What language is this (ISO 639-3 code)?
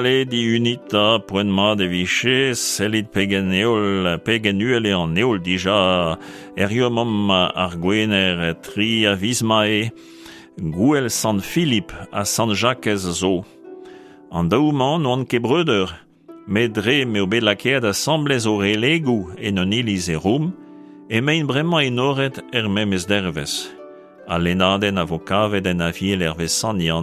bre